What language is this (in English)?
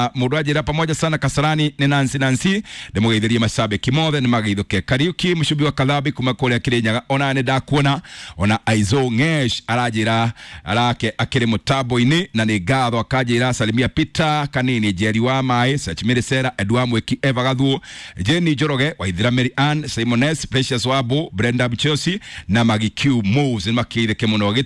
Kikuyu